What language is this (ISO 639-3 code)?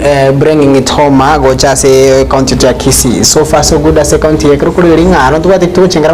guz